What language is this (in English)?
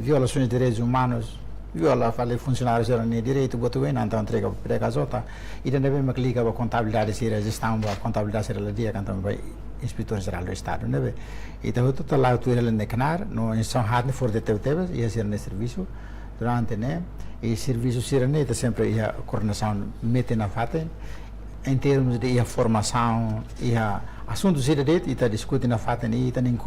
Tetum